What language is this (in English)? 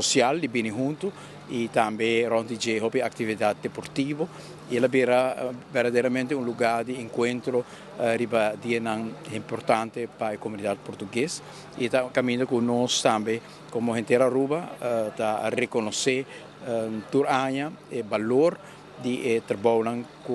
Papiamento